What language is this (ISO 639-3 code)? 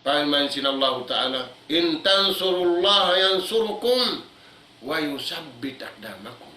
tsg